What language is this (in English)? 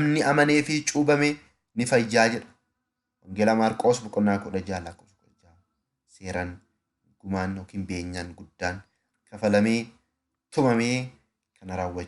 Oromo